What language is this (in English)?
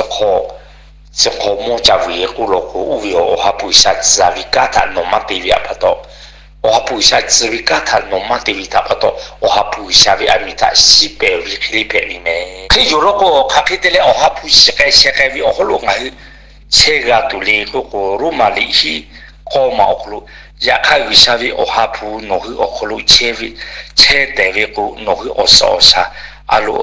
Lahu